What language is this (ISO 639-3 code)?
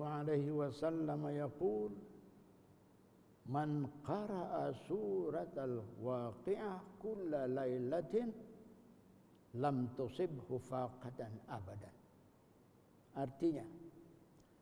msa